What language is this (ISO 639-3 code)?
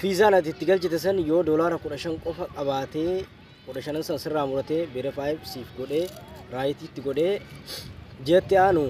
orm